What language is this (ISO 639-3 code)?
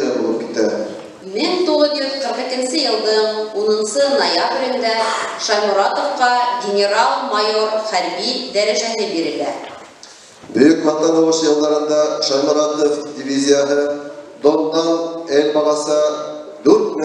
bak